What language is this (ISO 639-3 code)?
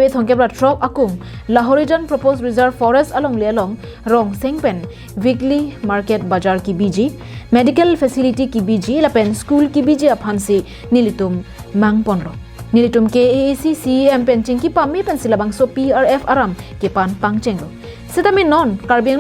mjw